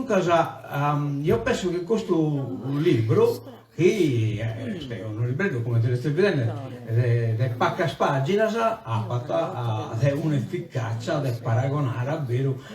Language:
Sardinian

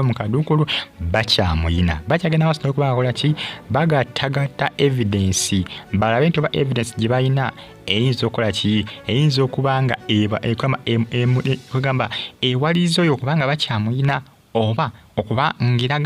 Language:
Ganda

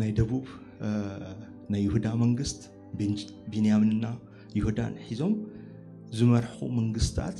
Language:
Tigrinya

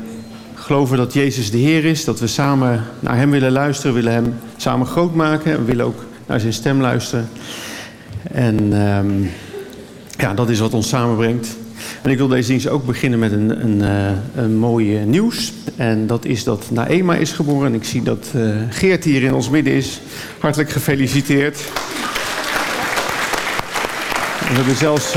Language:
Dutch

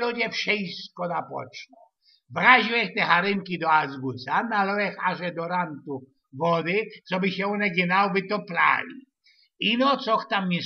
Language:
Silesian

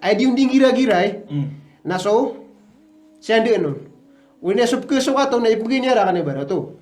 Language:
Maranao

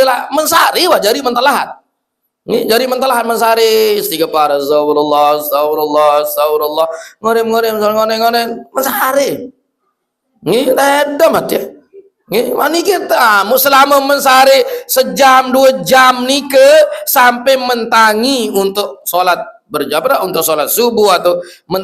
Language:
Sasak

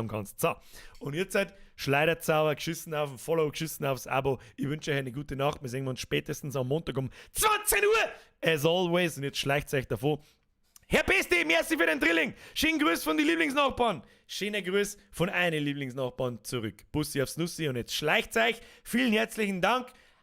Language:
Bavarian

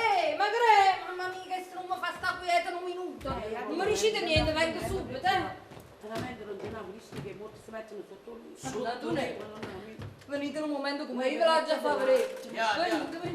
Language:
Neapolitan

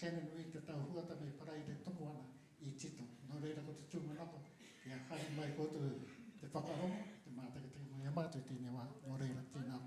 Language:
Māori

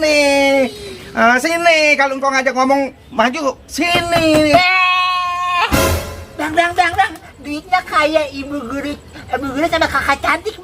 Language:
Betawi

